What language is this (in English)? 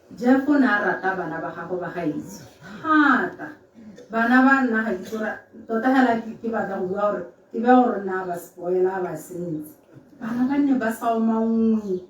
Tswana